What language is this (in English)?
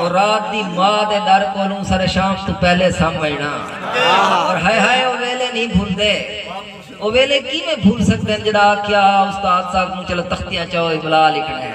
Saraiki